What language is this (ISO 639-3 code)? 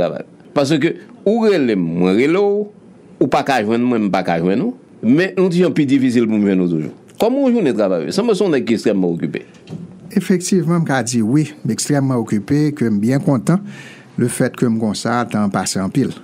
hat